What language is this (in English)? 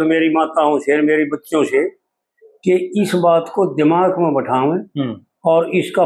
Haryanvi